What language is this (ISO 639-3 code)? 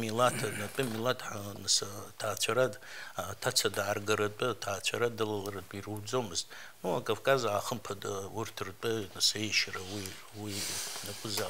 abk